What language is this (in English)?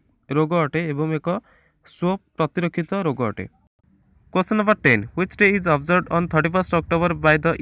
Odia